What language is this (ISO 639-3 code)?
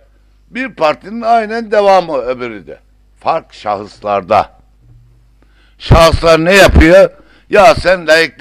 tur